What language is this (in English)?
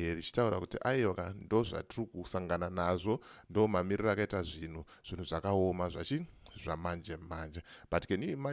Shona